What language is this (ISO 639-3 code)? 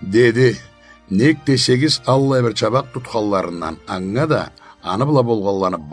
krc